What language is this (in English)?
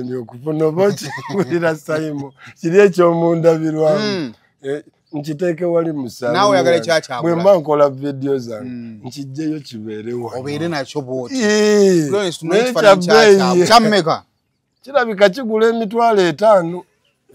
Ganda